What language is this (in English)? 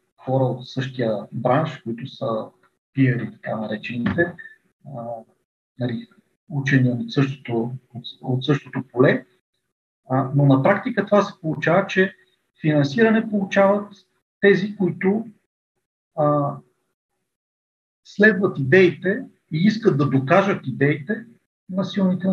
Bulgarian